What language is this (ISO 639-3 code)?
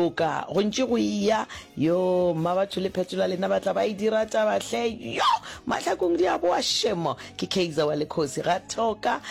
nso